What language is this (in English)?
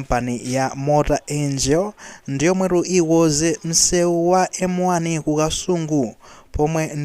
Nyanja